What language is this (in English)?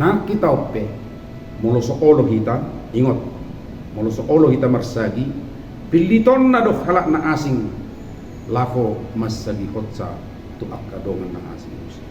Batak Toba